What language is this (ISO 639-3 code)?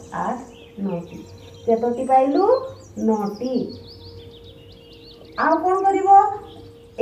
ori